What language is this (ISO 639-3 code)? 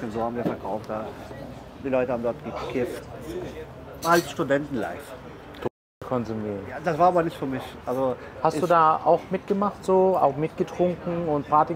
deu